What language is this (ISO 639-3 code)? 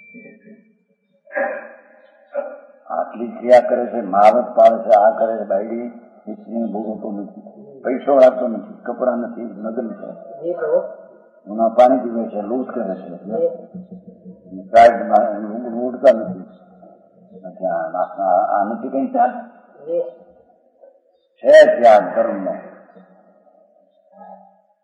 guj